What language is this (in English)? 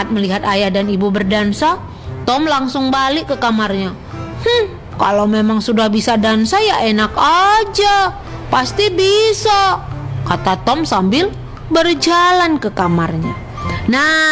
Indonesian